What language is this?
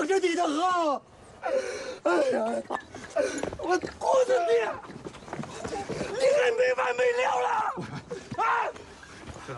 Chinese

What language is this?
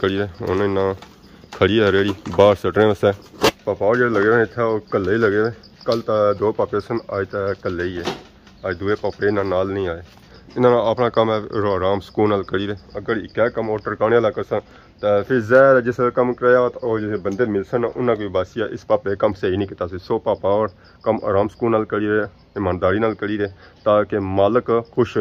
Pahari-Potwari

